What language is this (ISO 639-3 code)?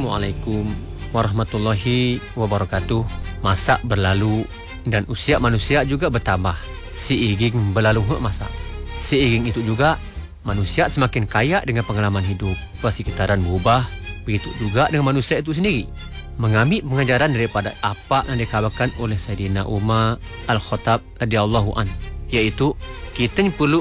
msa